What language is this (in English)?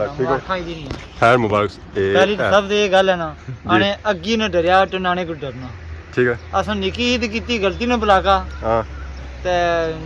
Pahari-Potwari